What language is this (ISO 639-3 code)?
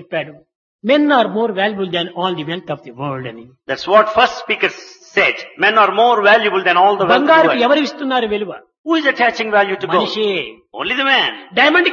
tel